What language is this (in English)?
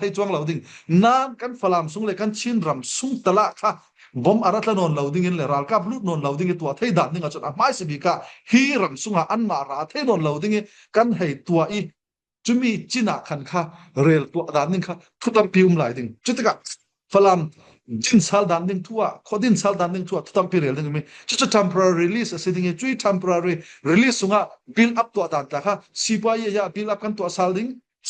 Falam Chin